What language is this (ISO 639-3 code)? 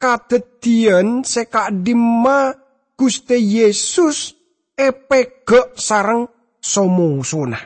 mad